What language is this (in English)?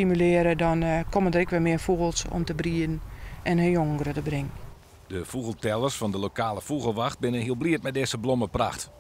Western Frisian